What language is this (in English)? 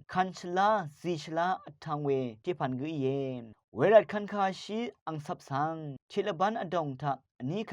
Rawang